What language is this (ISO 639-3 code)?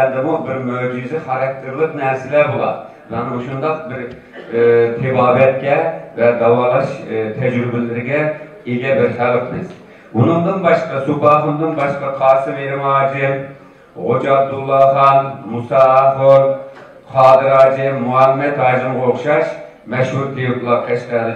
uig